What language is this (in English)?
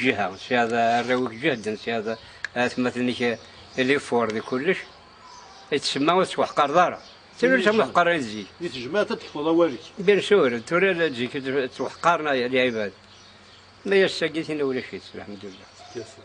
Kabyle